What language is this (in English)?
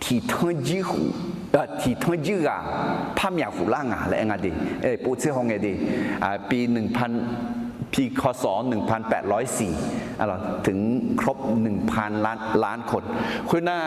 Akha